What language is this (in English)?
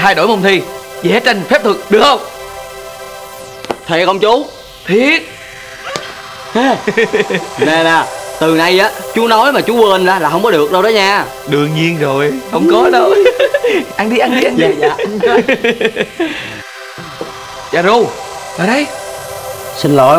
Vietnamese